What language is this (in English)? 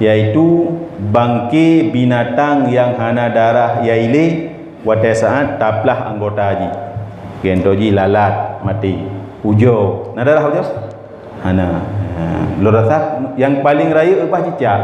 Achinese